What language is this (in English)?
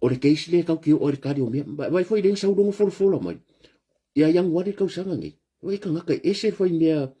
Samoan